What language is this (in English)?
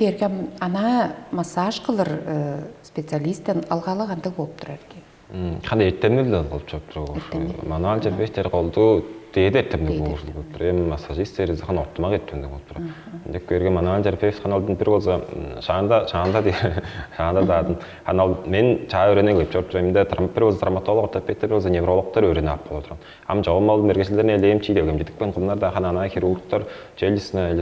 Tuvinian